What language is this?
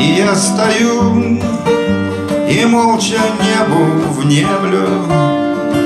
Russian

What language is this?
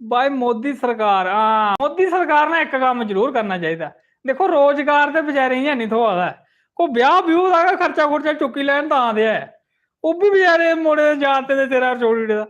Dogri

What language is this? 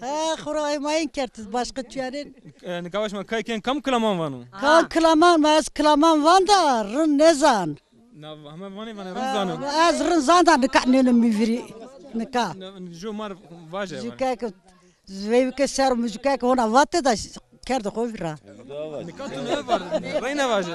Zaza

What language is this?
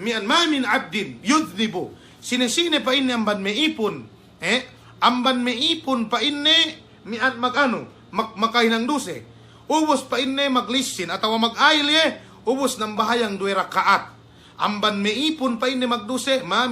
Yakan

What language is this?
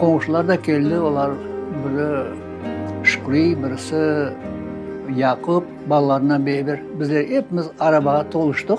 Crimean Tatar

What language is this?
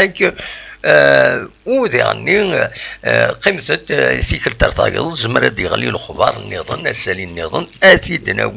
Kabyle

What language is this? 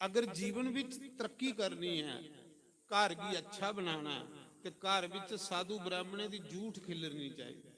Dogri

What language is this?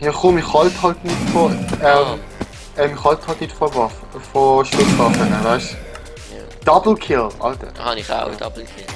Swiss German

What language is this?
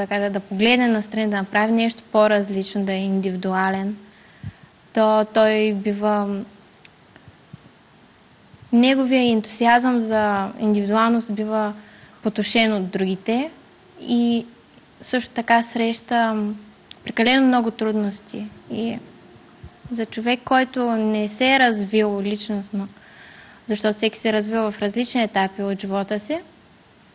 Bulgarian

